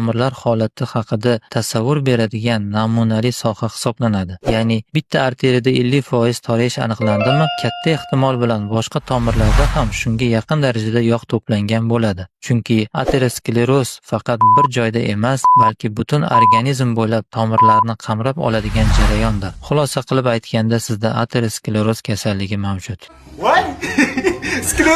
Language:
Uzbek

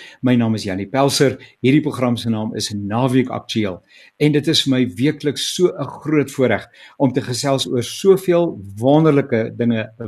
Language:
Afrikaans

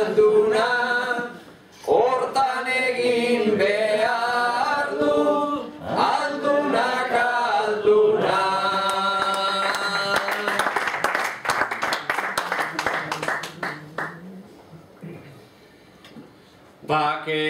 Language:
Basque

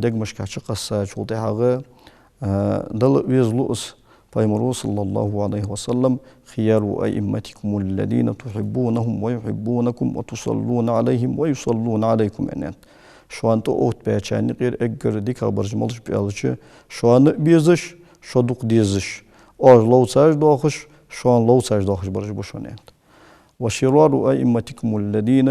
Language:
Ingush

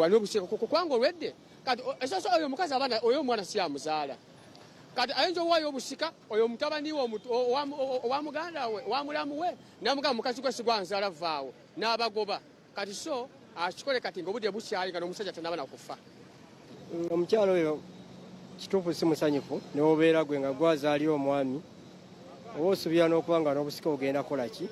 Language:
Ganda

